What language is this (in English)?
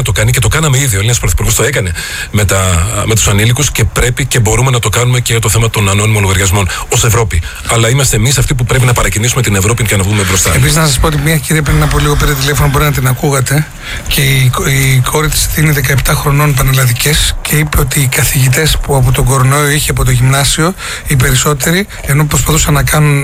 Greek